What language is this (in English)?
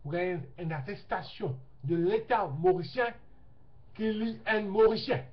Morisyen